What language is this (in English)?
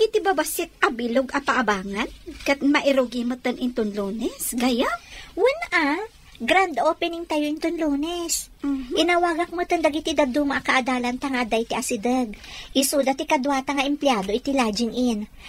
Iloko